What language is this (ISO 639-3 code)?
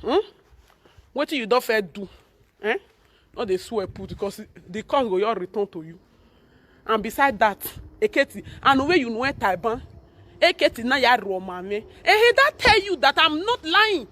pcm